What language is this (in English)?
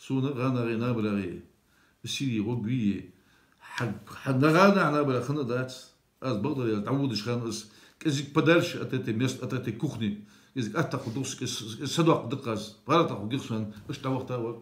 Ingush